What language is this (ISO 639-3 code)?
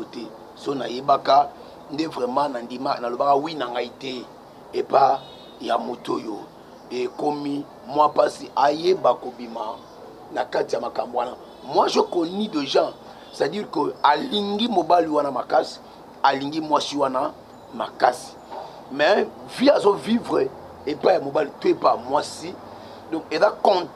lin